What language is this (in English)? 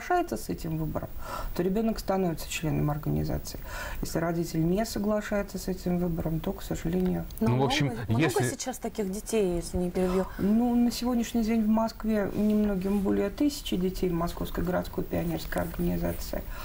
Russian